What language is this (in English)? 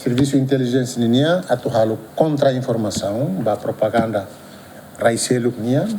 Tetum